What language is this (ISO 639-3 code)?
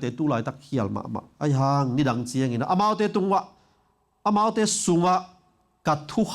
ctd